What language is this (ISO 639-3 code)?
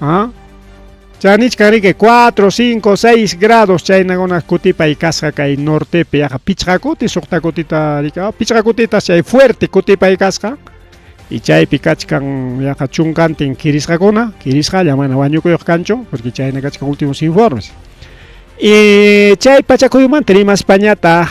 quy